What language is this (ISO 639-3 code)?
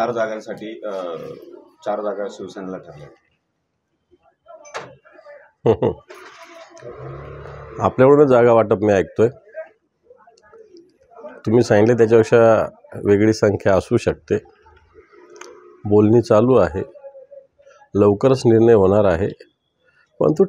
mar